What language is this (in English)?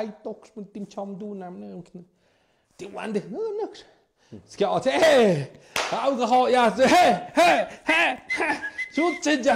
Tlahuitoltepec Mixe